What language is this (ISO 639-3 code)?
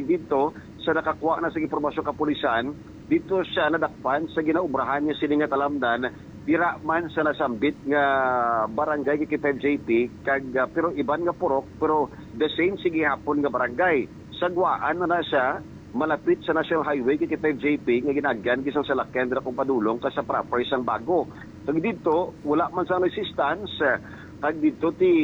hil